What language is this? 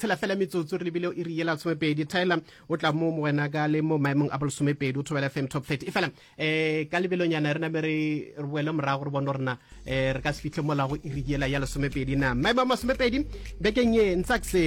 Northern Sotho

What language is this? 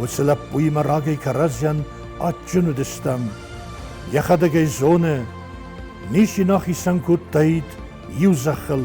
Ossetic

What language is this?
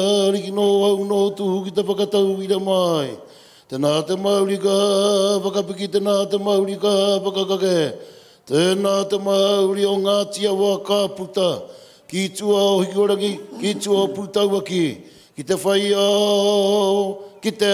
Māori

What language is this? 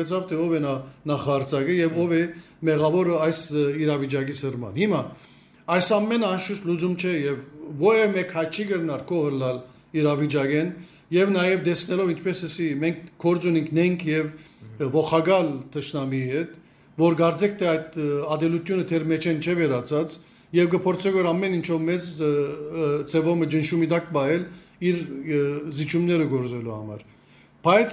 Western Armenian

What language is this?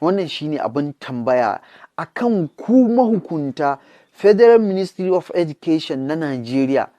Hausa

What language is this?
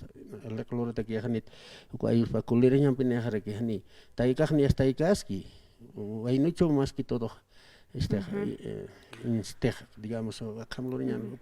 Aymara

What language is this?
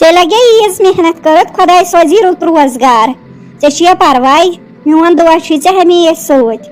Kashmiri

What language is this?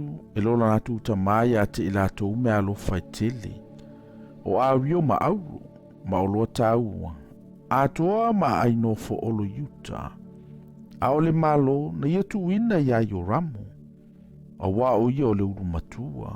Samoan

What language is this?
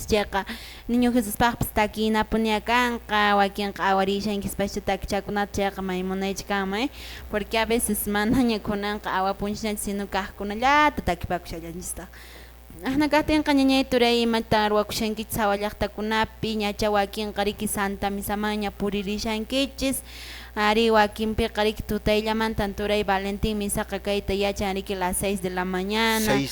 Quechua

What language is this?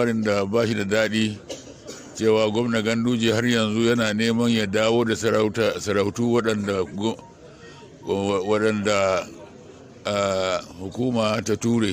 Hausa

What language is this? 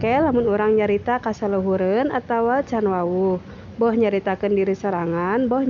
Sundanese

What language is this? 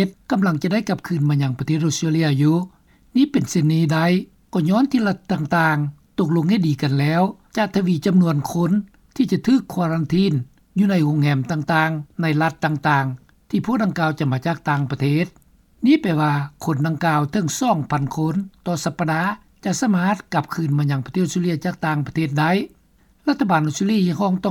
Lao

